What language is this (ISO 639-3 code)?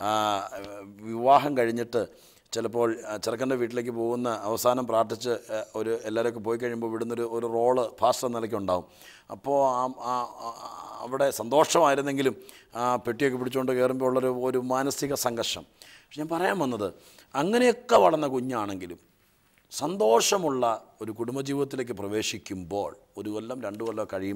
mal